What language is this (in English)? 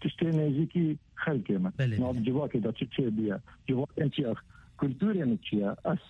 Kurdish